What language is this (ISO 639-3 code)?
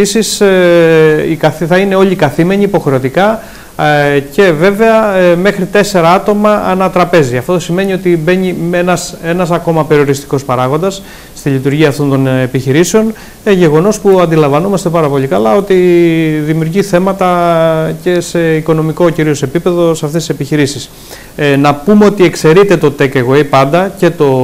ell